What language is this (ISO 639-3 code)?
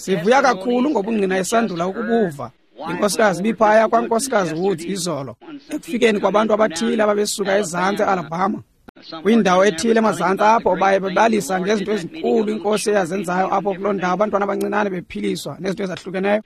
xho